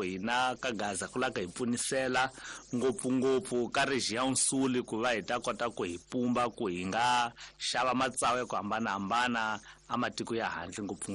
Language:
Tsonga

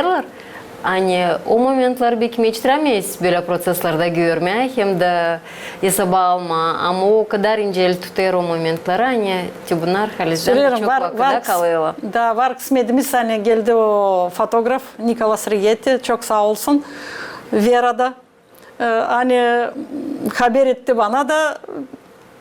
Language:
Gagauz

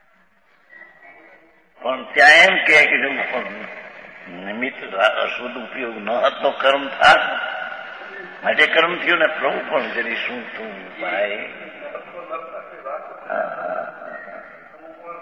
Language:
Gujarati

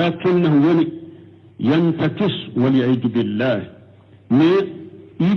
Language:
Bambara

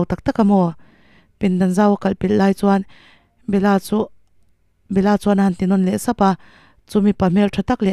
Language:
Mizo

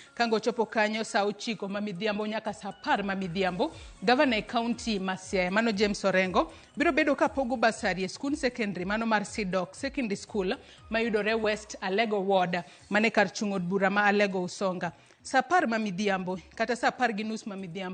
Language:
Luo (Kenya and Tanzania)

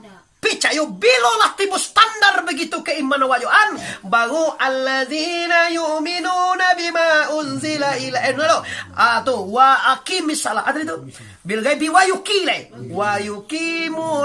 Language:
Minangkabau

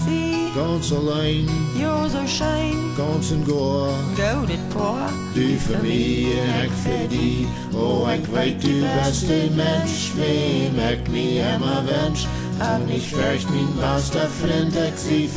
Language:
Plautdietsch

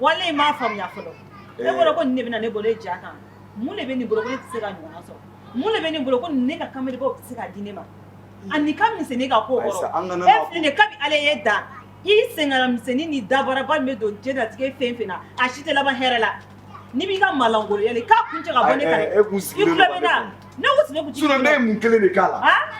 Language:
Bambara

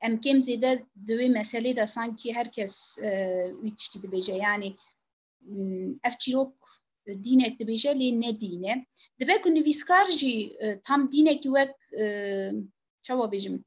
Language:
Kurdish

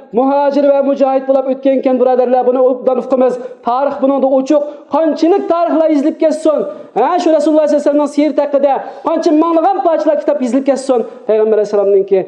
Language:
Uyghur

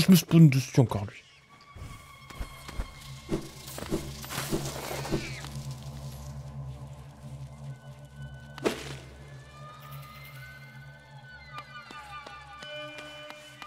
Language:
French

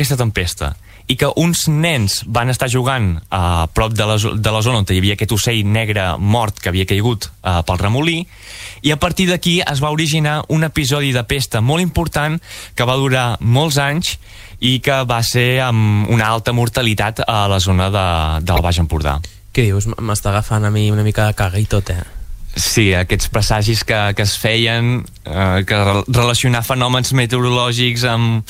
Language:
Catalan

